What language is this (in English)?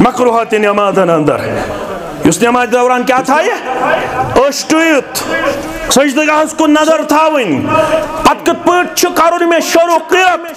Kashmiri